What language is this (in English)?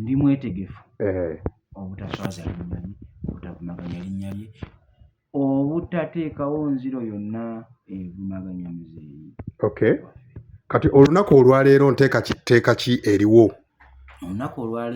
Ganda